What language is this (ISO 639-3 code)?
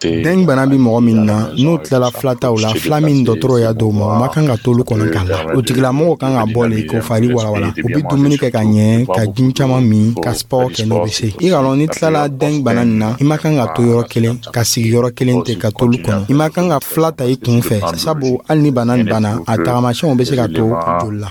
dyu